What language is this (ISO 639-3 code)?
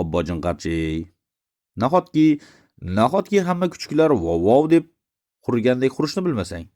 uzb